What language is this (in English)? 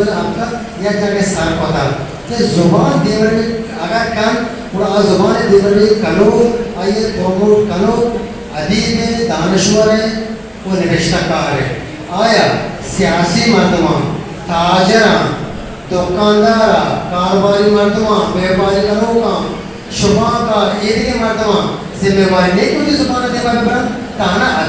Eastern Balochi